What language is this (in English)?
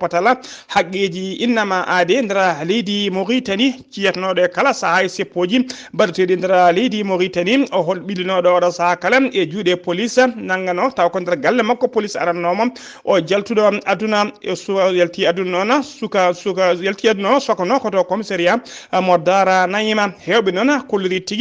Fula